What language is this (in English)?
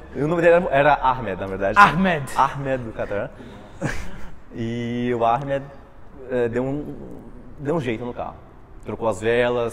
Portuguese